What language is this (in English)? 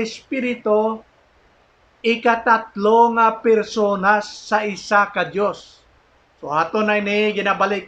Hiligaynon